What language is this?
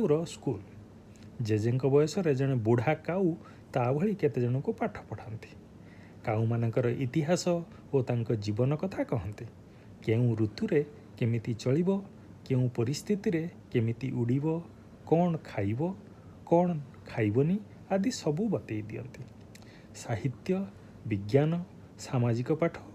Odia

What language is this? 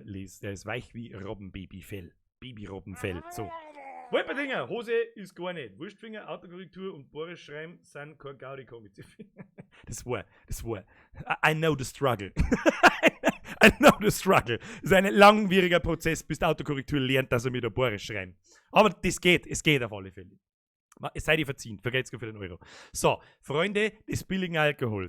Bavarian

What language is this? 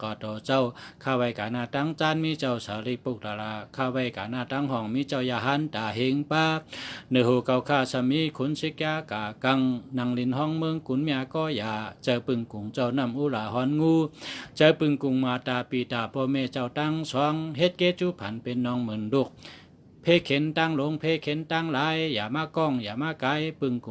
Shan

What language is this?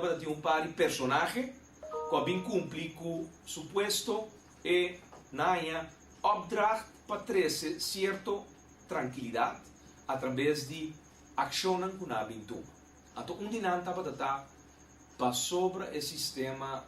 Papiamento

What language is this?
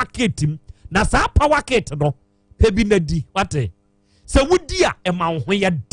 Akan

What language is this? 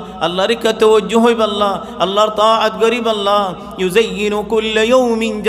Rohingya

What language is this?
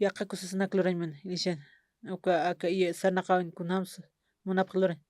Aymara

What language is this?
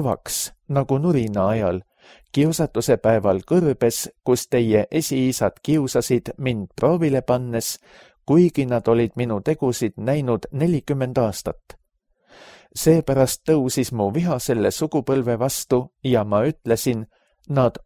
Estonian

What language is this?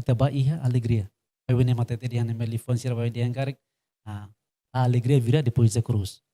Tetum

